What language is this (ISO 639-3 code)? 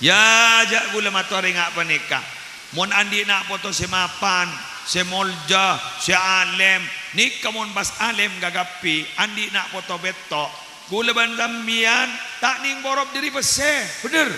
mad